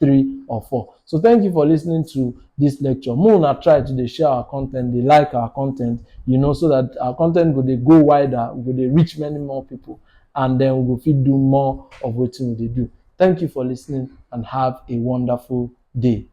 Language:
Nigerian Pidgin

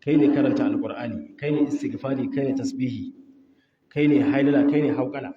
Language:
Hausa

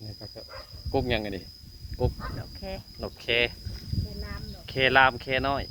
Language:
Northeastern Thai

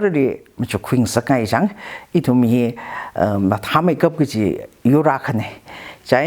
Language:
Tangkhul Naga (India)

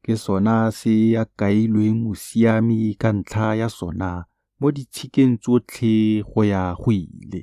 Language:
Tswana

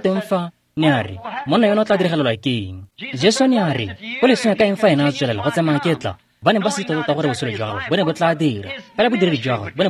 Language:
Tswana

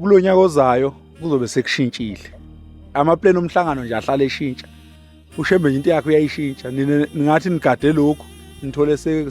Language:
Zulu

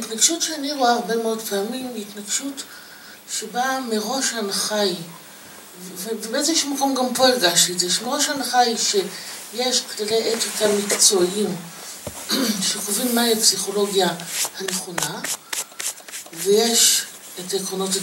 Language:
Hebrew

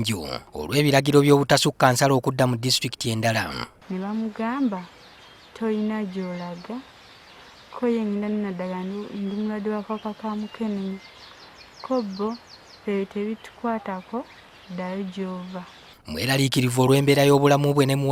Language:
Ganda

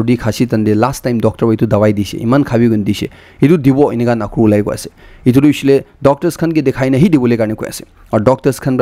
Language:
Naga Pidgin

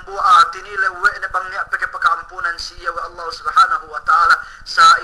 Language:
Yakan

